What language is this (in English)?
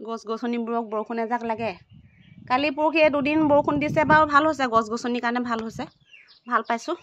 Assamese